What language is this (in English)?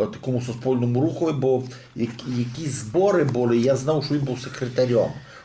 Rusyn